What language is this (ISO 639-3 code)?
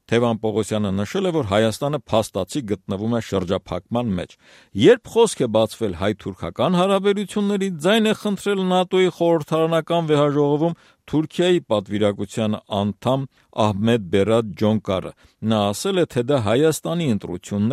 hye